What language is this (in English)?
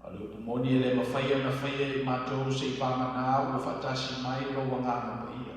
Samoan